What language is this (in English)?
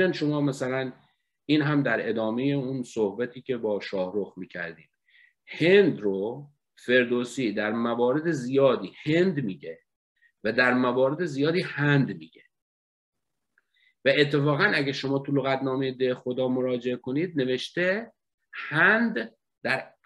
Persian